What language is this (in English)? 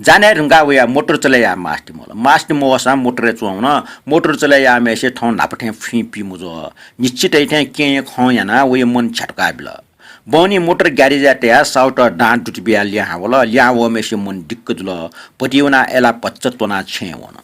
Newari